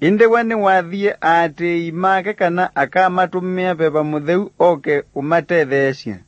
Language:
Kamba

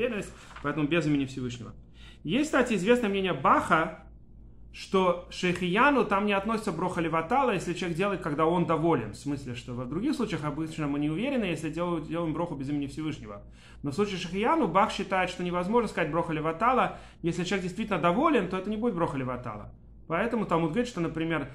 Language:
Russian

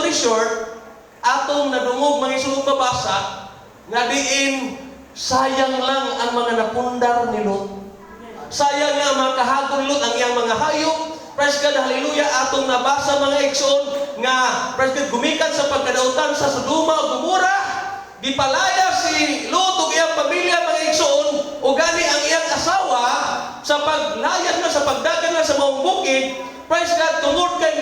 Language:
Cebuano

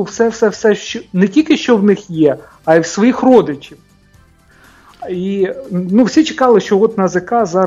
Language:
Ukrainian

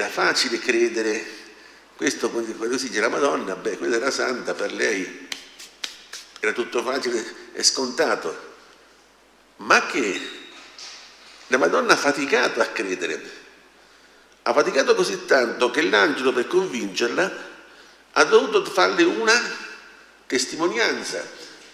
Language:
Italian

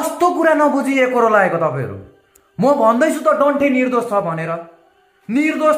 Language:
Nepali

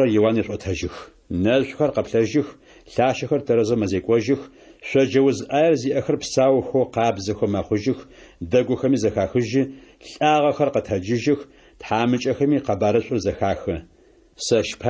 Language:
Adyghe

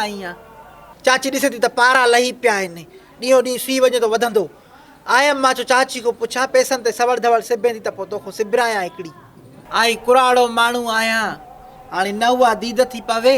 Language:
Sindhi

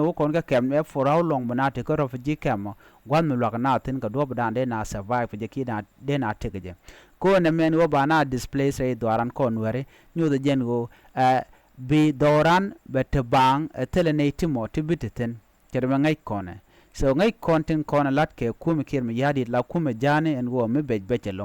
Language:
Nuer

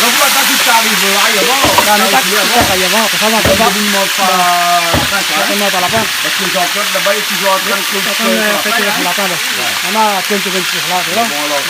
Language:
Réunion Creole French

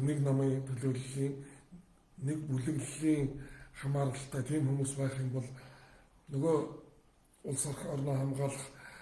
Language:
Mongolian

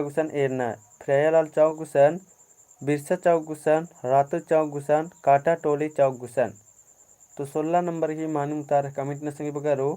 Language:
Kurukh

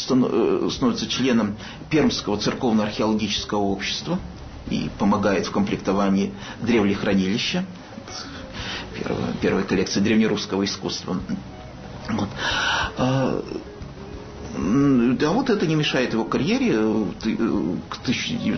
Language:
Russian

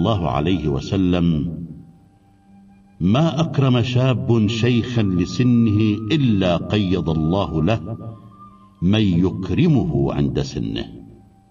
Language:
Arabic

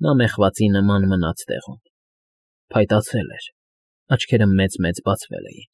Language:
Armenian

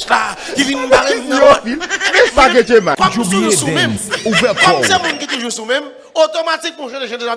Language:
Haitian Creole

